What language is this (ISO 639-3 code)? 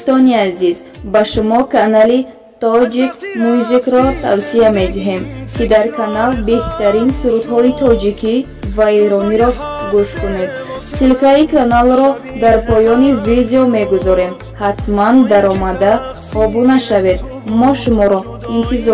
fas